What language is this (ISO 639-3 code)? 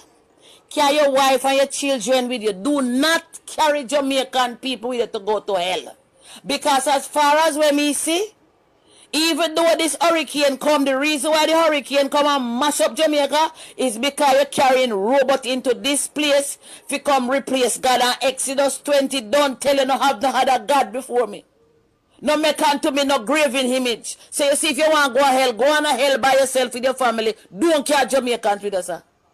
jam